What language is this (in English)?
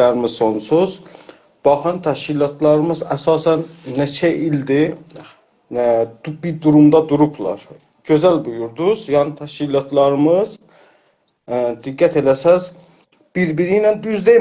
South Azerbaijani